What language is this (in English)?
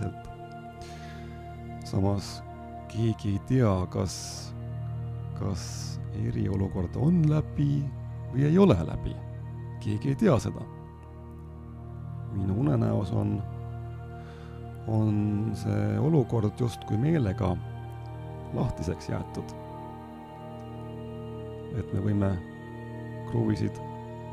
Estonian